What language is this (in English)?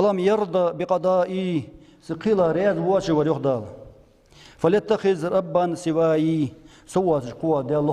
Ingush